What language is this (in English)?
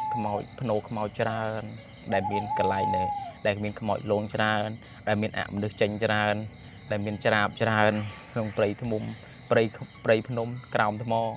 Khmer